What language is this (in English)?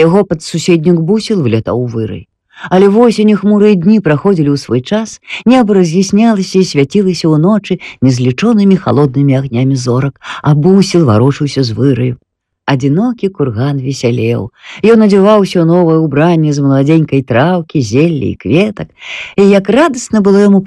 Belarusian